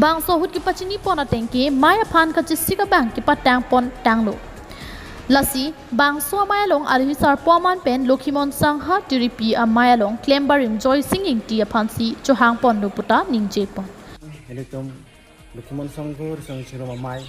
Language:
Karbi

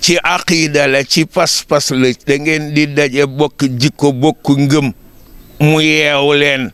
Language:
Wolof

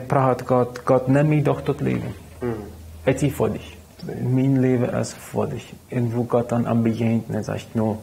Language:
Plautdietsch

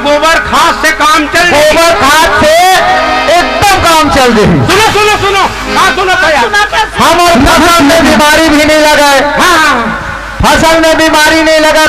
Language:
Chhattisgarhi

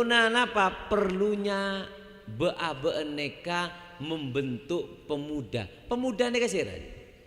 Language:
Madurese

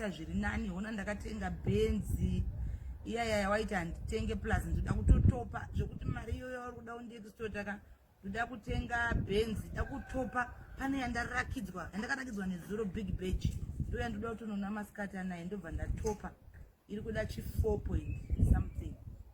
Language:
Shona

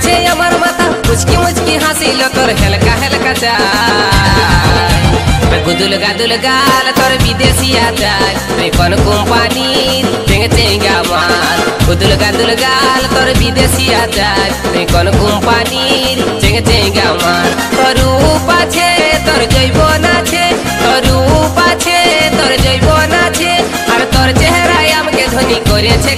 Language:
Bangla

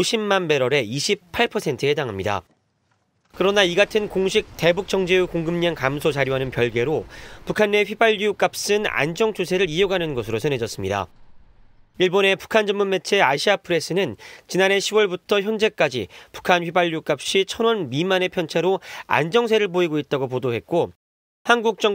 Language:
Korean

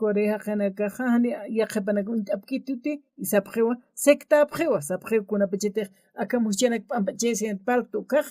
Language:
Aymara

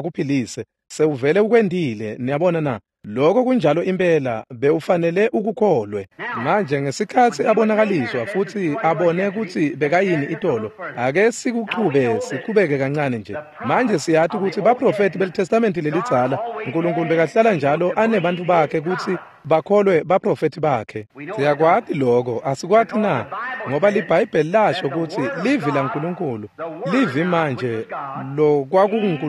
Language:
Swati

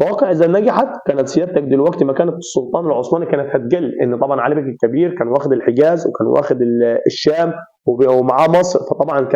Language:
Egyptian Arabic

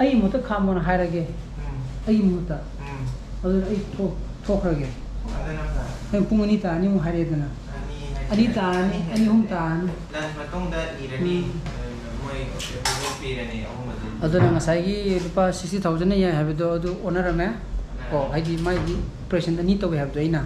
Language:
Manipuri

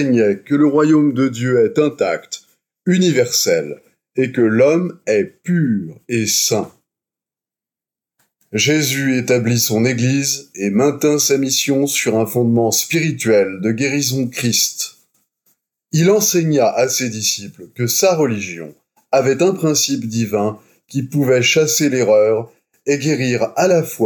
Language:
French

